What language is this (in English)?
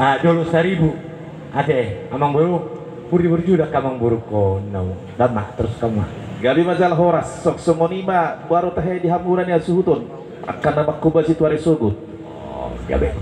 Batak Toba